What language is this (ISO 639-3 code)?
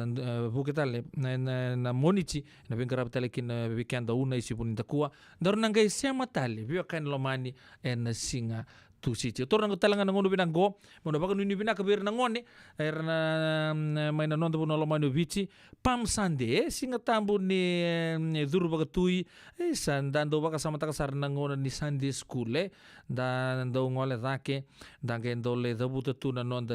fij